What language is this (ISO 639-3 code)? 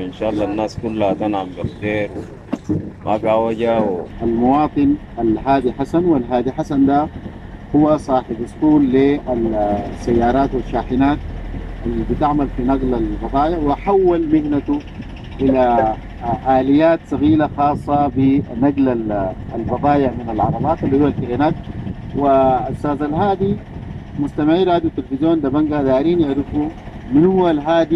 apd